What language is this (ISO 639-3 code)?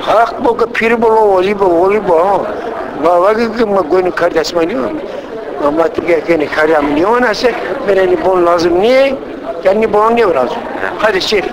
zza